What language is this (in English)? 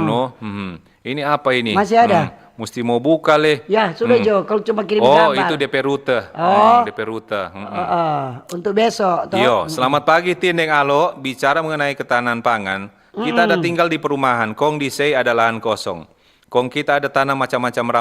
Manado Malay